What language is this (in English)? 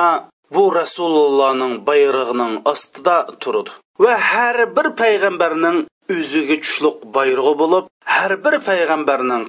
Uyghur